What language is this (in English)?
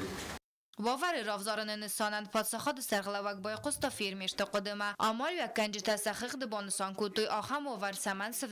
Ossetic